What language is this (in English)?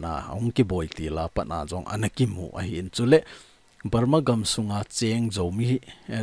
Thado Chin